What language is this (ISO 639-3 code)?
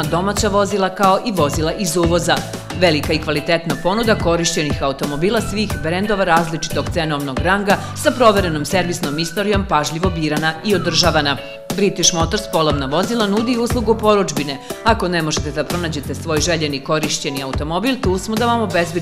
srp